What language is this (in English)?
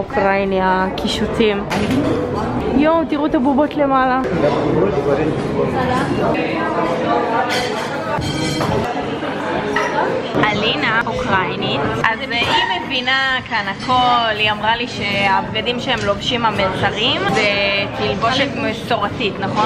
Hebrew